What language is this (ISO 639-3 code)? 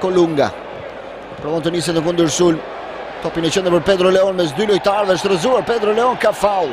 sqi